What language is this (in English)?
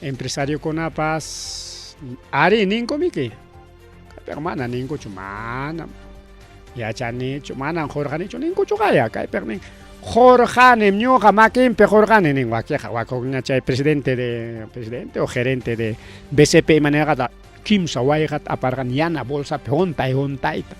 Ayacucho Quechua